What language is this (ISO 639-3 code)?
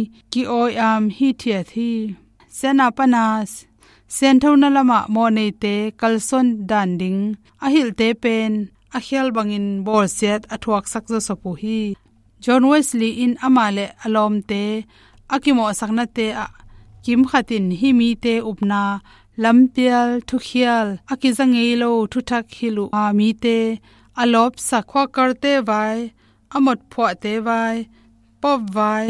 ctd